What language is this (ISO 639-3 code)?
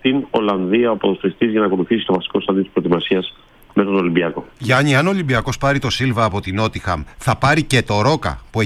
ell